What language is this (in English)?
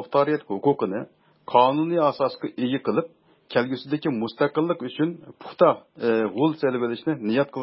Uyghur